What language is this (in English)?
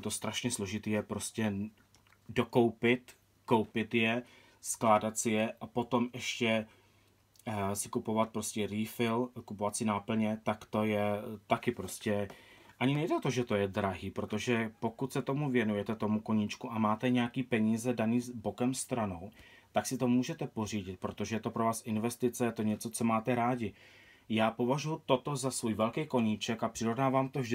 Czech